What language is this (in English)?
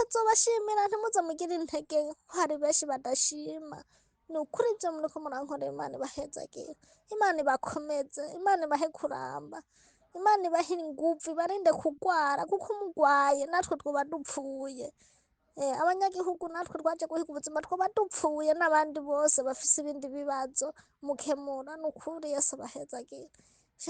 Rundi